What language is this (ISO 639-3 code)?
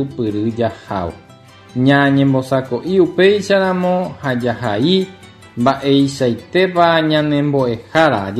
grn